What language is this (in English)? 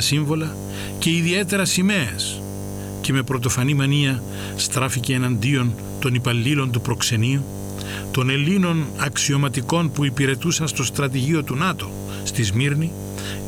Greek